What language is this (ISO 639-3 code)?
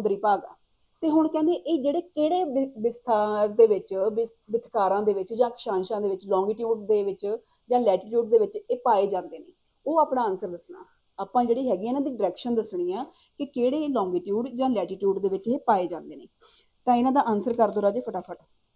pan